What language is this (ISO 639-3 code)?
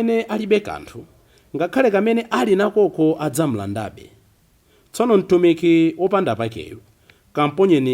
nya